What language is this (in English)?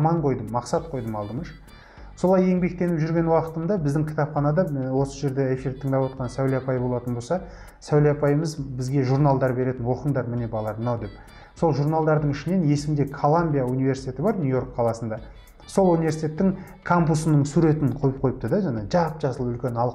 Kazakh